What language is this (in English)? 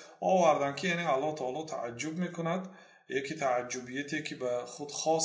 Persian